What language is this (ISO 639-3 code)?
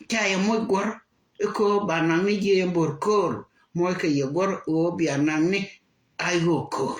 nus